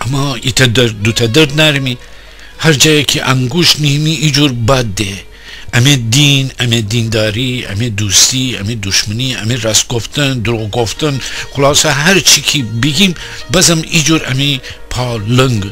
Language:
Gilaki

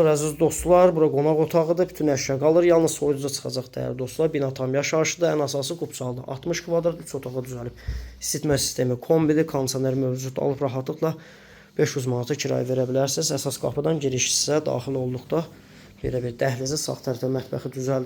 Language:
Azerbaijani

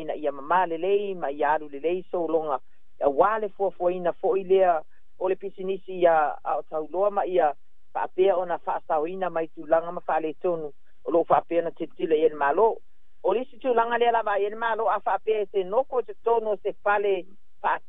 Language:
Samoan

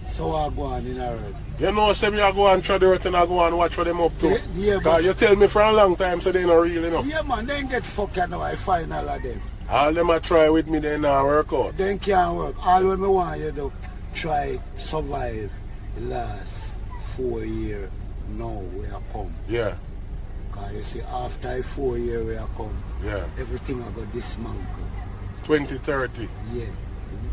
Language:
Jamaican Creole English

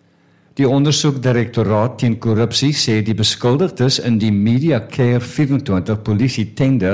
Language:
Afrikaans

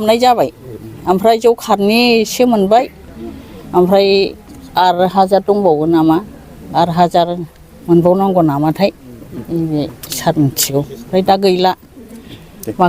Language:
Bodo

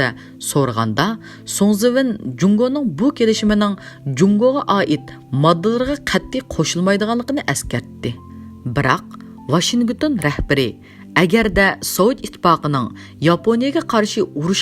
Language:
Uyghur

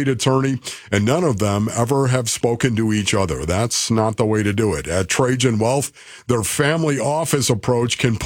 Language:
English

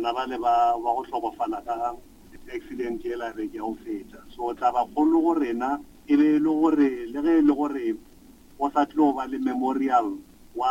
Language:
Northern Sotho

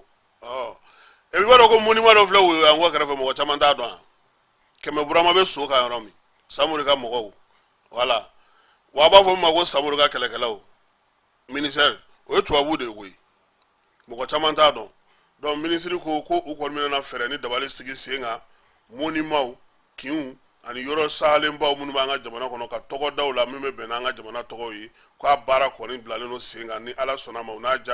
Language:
Bambara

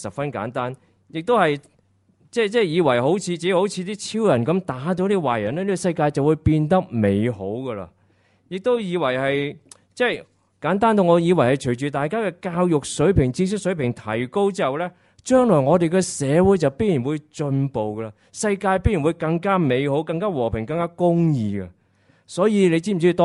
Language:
Cantonese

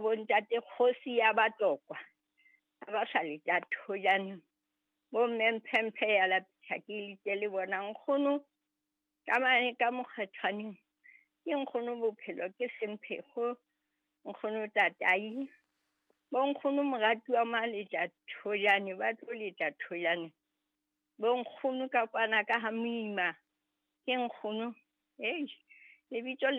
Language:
Southern Sotho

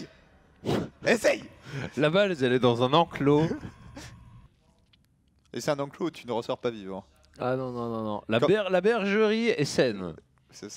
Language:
French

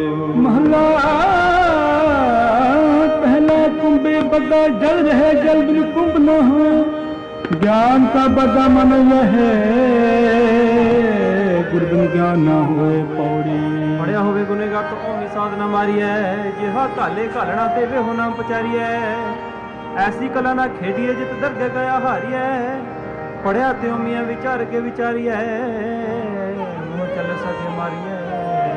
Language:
Punjabi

